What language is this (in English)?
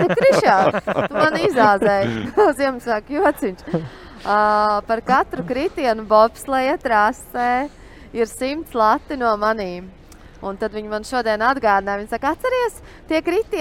Latvian